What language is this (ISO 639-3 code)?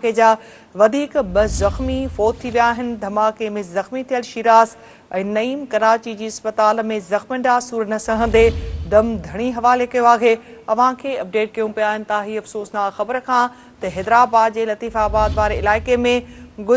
snd